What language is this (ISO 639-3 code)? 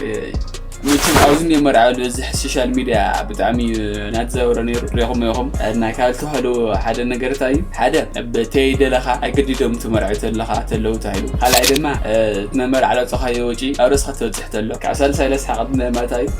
tir